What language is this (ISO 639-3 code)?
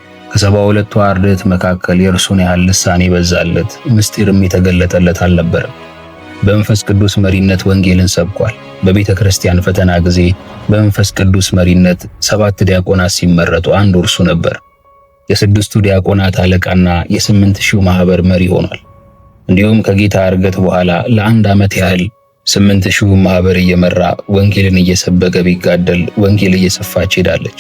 amh